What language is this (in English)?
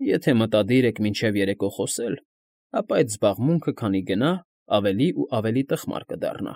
Armenian